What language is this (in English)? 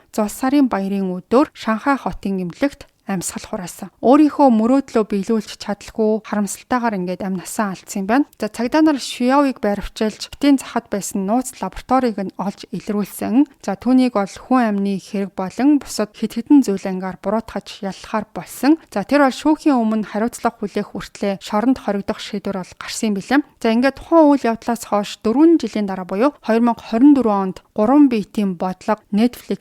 Mongolian